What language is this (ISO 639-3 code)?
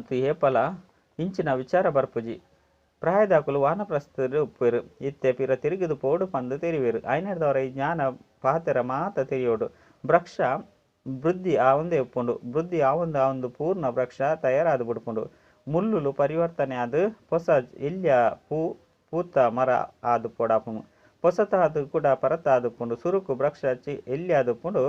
tcy